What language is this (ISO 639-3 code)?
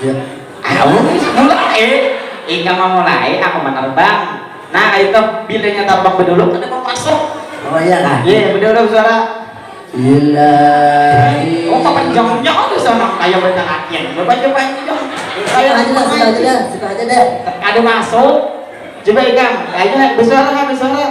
bjn